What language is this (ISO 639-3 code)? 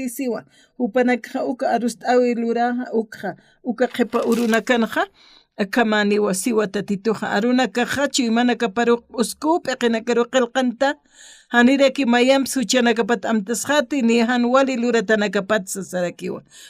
aym